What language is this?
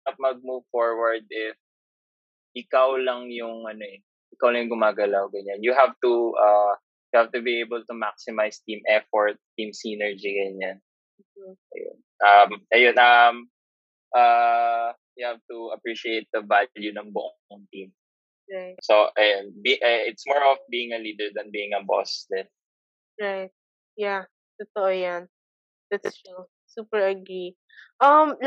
Filipino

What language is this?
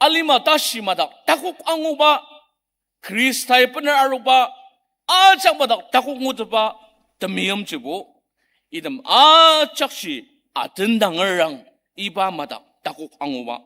Ao Naga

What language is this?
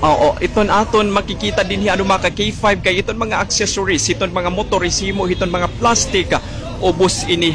Waray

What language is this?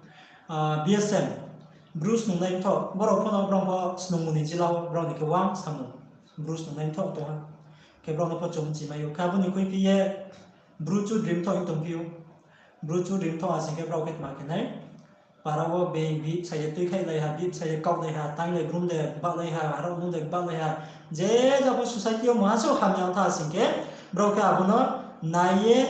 Riang (India)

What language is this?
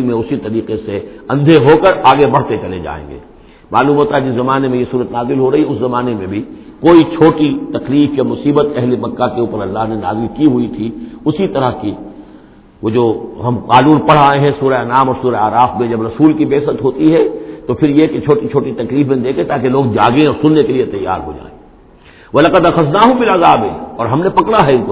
Urdu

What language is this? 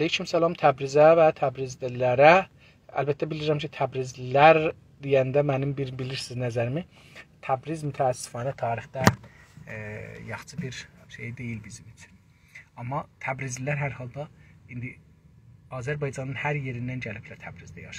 South Azerbaijani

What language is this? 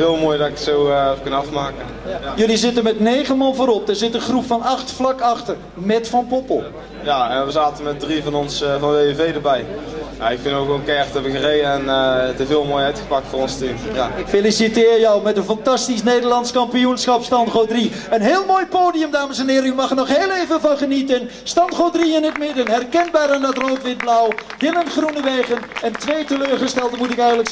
Dutch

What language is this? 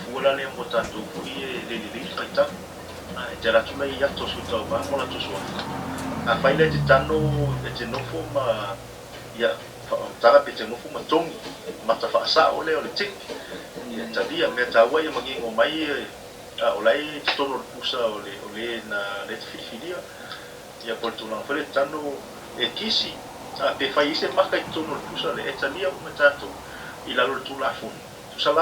Samoan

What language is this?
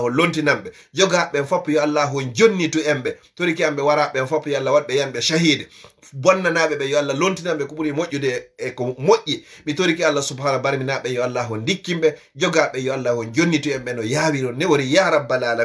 Fula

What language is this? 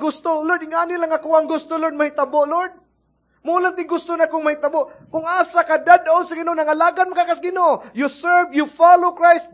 Cebuano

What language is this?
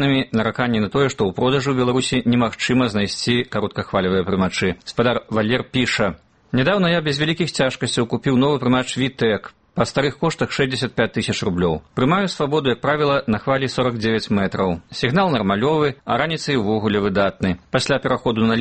Belarusian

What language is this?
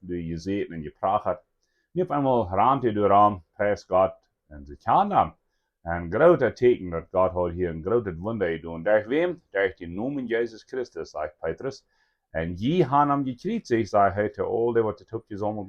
Plautdietsch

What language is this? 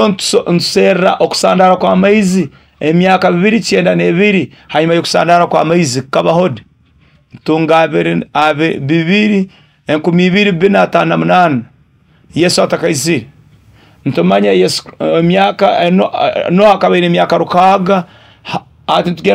Nyoro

